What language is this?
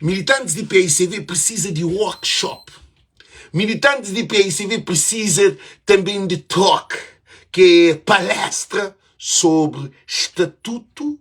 Kabuverdianu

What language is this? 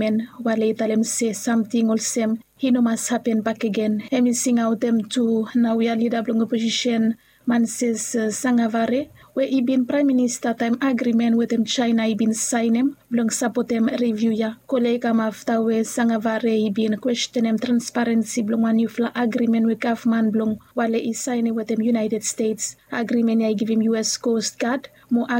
Bislama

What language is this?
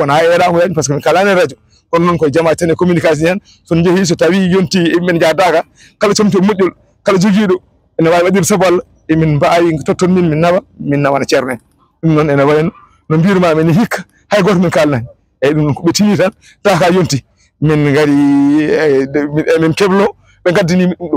Fula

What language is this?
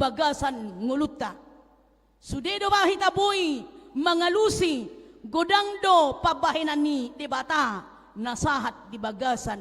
Batak Toba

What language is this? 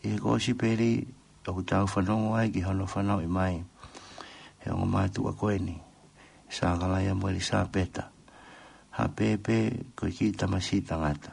Tongan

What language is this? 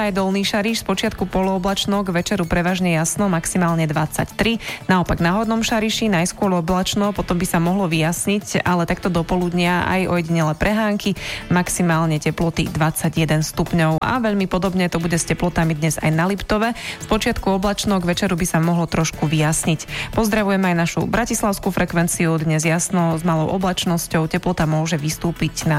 Slovak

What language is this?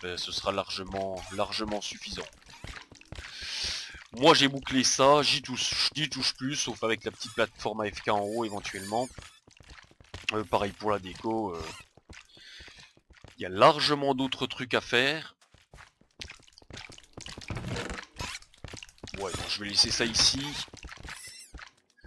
French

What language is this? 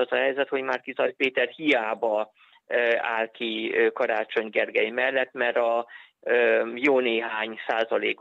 Hungarian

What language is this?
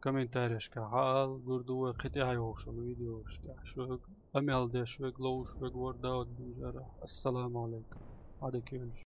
Chechen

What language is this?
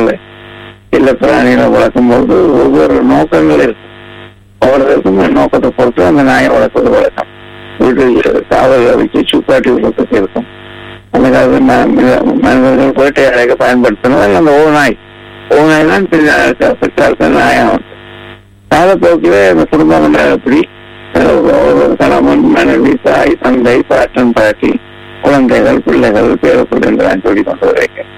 Tamil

